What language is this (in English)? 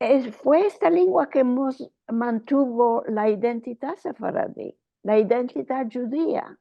Ladino